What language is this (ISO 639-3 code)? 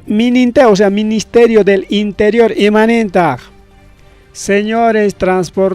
quy